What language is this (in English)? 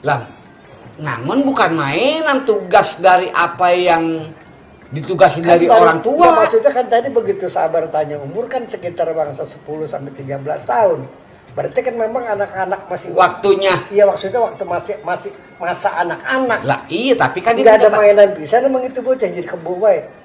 Betawi